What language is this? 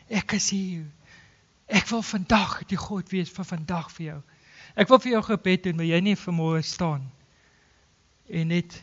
Afrikaans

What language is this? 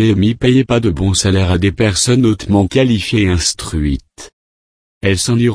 French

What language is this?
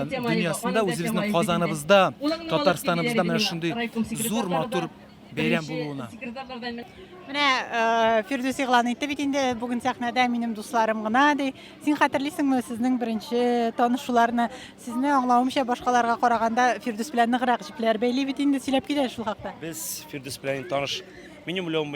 Tatar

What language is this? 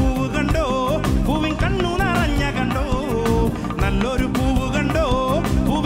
Malayalam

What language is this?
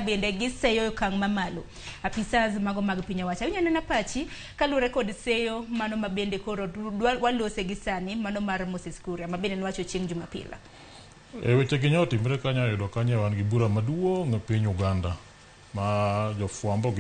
Luo (Kenya and Tanzania)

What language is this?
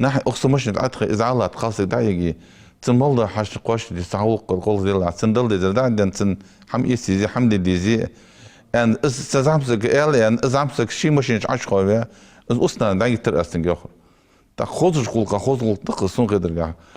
Ingush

